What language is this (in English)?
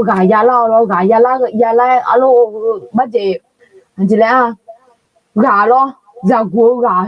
Akha